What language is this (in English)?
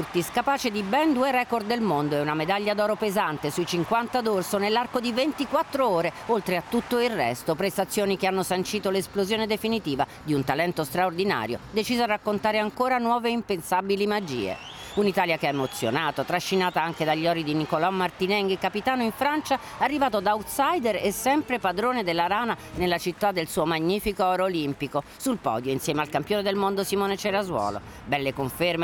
Italian